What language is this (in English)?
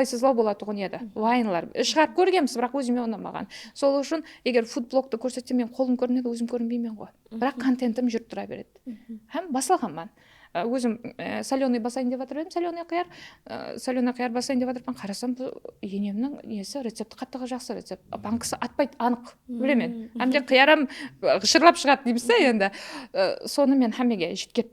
Kara-Kalpak